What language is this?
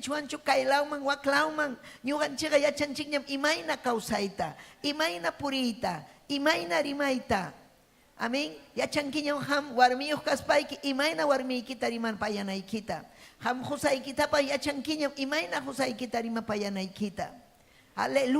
Ayacucho Quechua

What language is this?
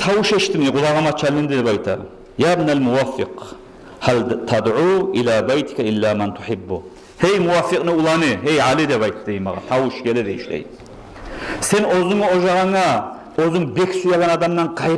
Kumyk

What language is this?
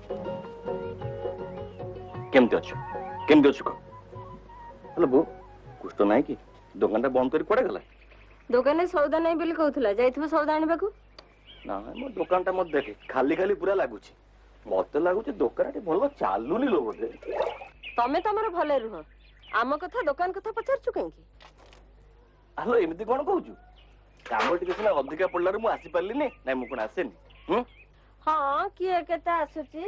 Odia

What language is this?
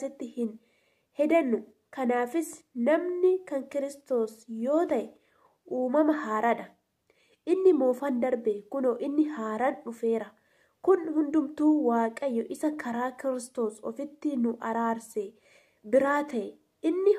Oromo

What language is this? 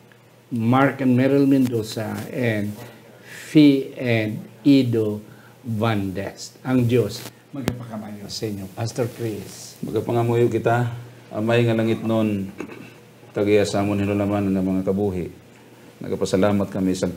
Hiligaynon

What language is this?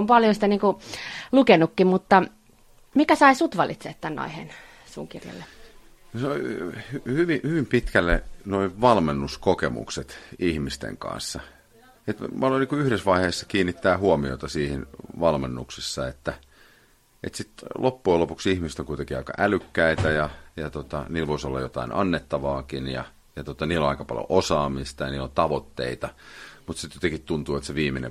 Finnish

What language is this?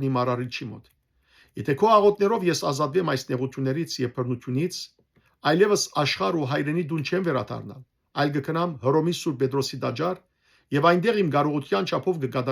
Western Armenian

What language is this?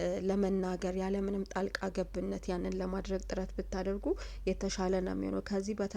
Amharic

